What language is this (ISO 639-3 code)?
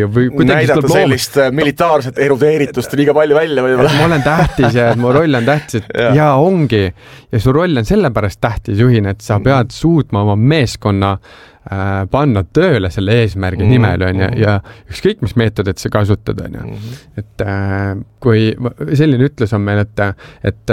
est